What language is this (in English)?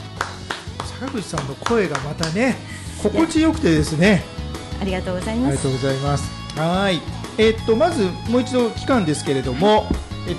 Japanese